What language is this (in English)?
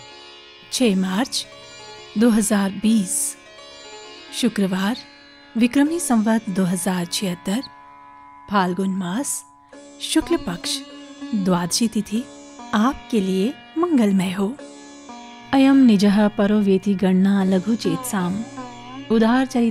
Hindi